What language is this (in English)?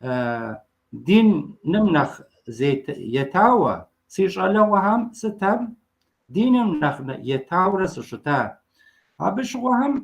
Kabardian